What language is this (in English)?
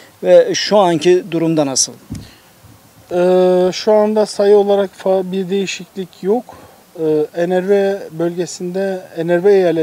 Turkish